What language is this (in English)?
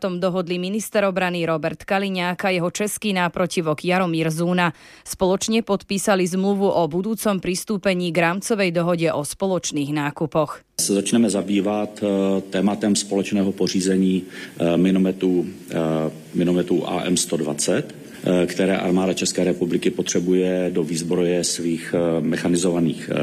Slovak